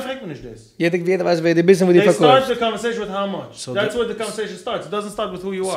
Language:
Yiddish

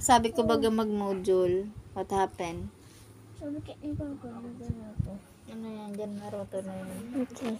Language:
Bikol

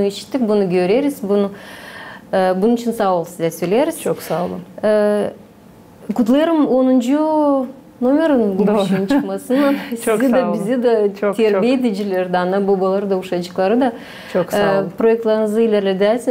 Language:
Gagauz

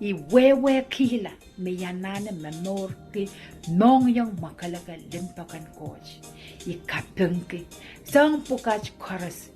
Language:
Pohnpeian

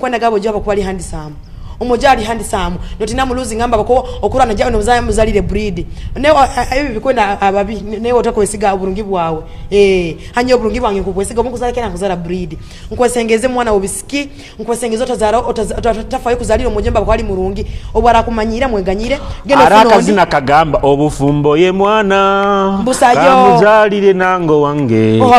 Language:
Nyoro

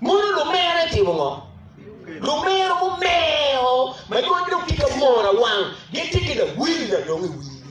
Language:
Acoli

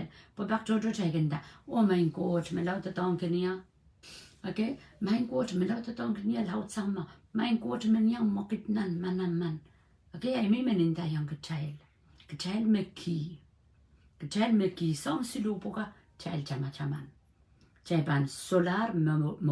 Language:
Pohnpeian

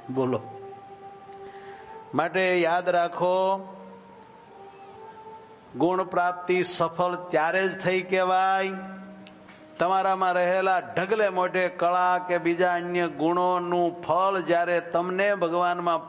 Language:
Gujarati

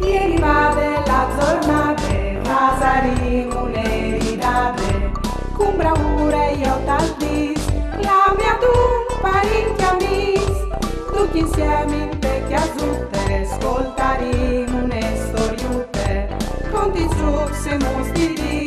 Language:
Friulian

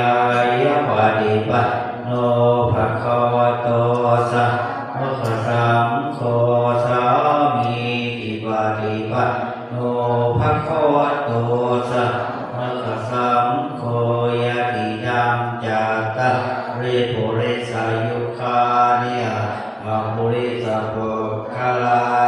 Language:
Pali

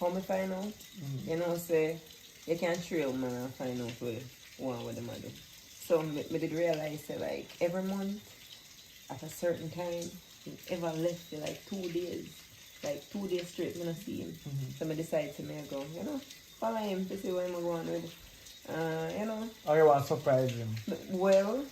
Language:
Jamaican Creole English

